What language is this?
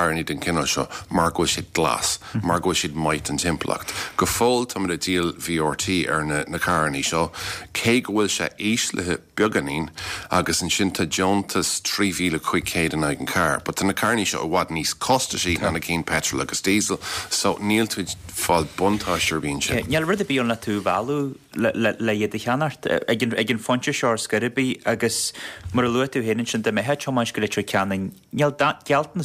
Irish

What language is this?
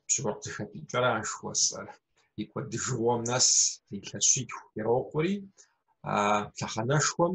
Kabardian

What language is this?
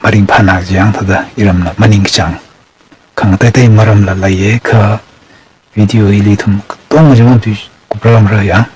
Tangkhul Naga (India)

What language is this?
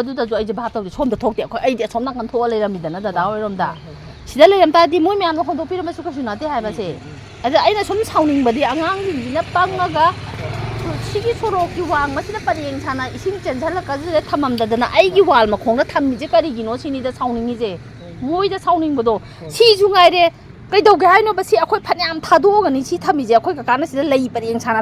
Manipuri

